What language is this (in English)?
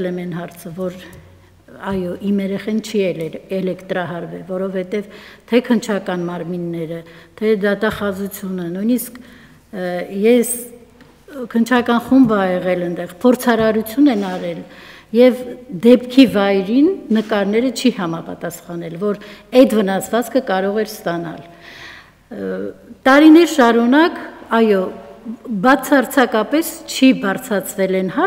Armenian